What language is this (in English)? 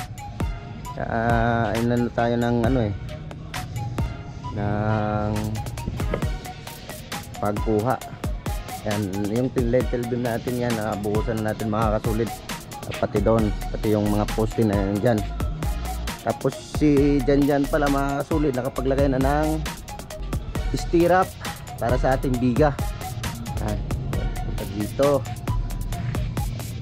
Filipino